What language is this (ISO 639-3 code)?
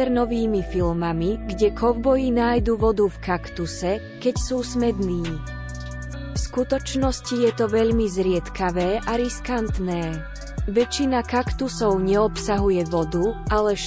slk